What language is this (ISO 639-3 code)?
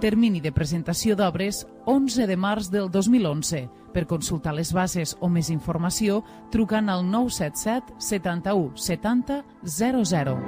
cat